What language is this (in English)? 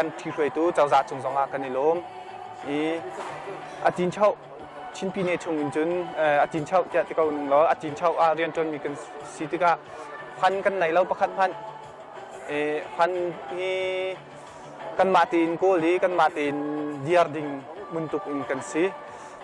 Hakha Chin